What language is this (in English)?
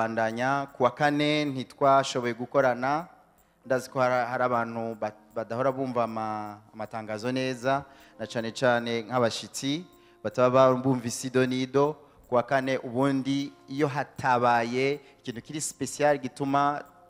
Rundi